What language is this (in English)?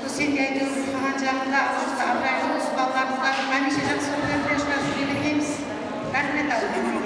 Kara-Kalpak